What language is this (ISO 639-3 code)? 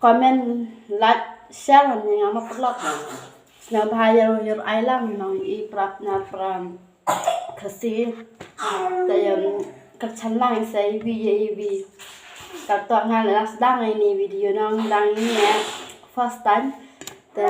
kha